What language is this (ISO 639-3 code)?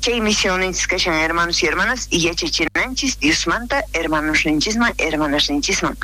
quh